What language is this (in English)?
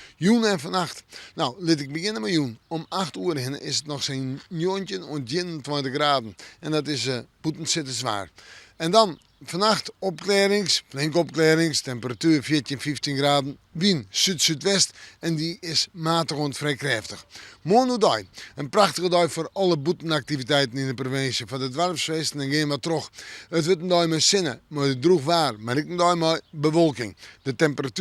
Western Frisian